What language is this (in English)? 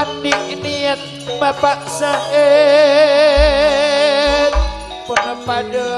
Madurese